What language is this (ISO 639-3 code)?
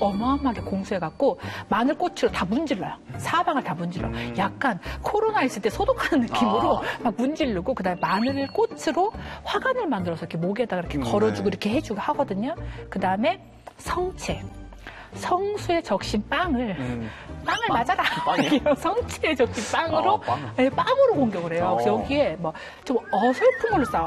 kor